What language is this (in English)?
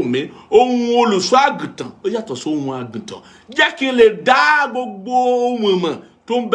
Yoruba